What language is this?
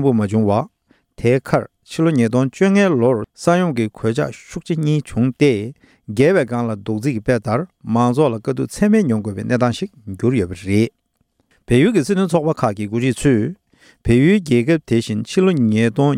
Tibetan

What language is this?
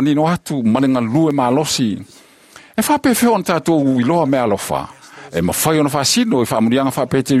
Samoan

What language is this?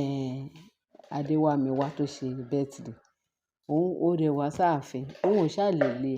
Yoruba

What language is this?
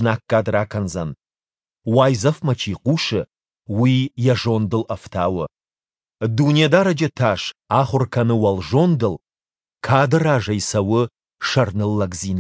Ossetic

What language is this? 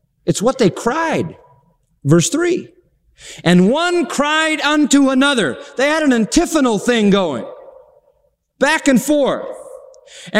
English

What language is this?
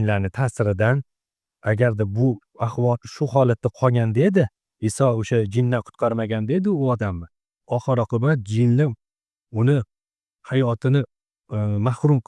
Uzbek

